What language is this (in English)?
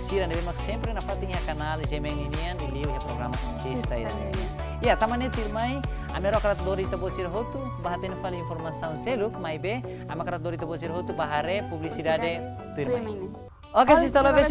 Tetum